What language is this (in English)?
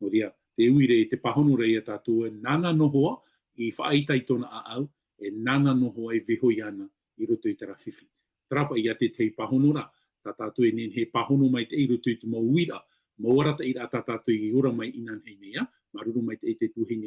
Tahitian